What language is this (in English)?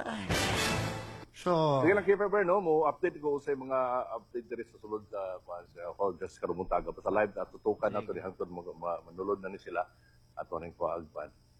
Cebuano